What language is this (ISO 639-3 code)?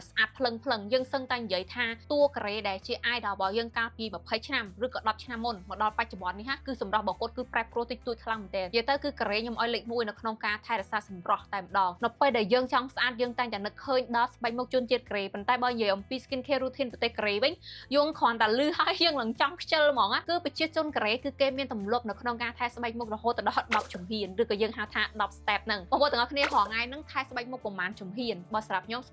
khm